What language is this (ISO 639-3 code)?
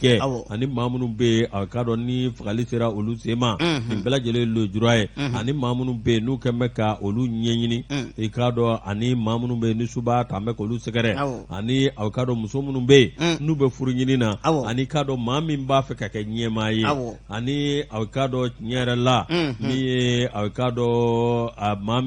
bam